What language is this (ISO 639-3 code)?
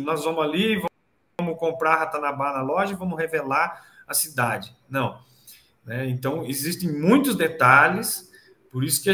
por